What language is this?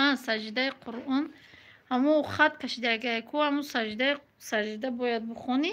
Tajik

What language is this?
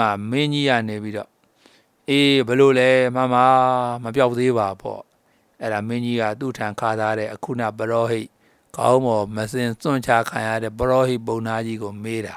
Burmese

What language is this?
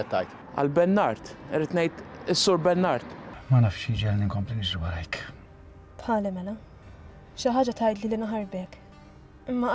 Maltese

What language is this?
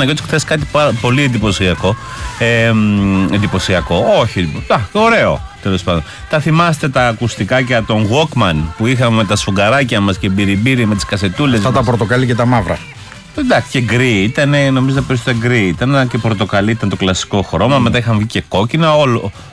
Greek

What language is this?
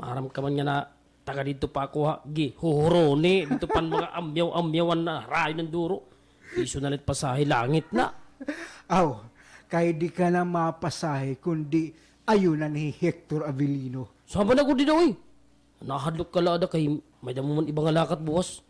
Waray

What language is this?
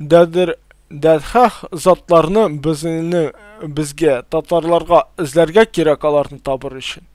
Tatar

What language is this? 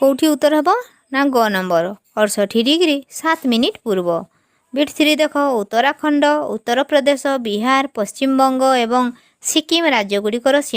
Odia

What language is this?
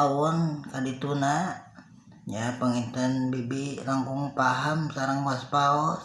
Sundanese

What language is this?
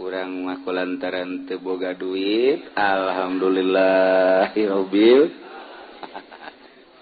Sundanese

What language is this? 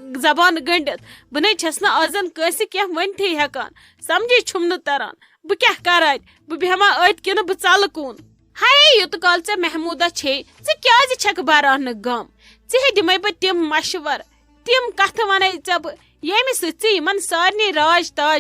Kashmiri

